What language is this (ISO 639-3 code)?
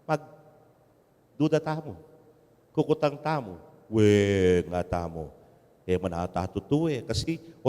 pam